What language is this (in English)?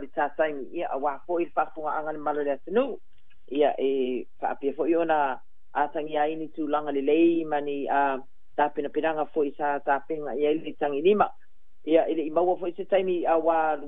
Samoan